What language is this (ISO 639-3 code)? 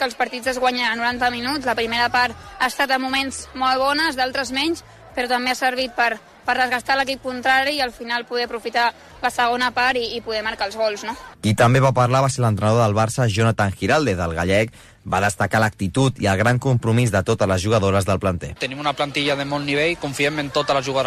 cat